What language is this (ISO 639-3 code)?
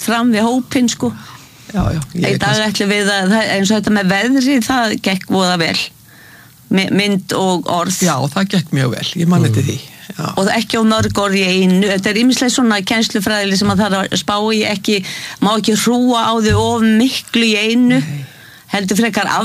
isl